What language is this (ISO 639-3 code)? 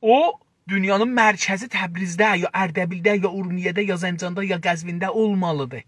azb